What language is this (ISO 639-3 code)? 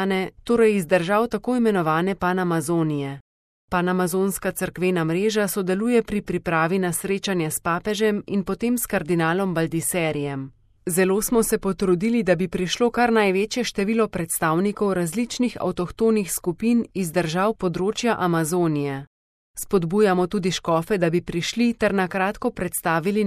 slv